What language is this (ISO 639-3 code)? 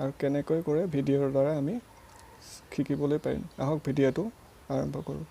asm